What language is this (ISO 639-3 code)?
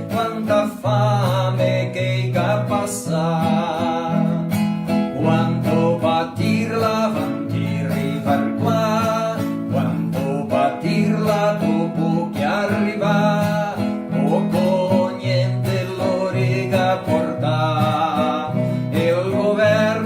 vec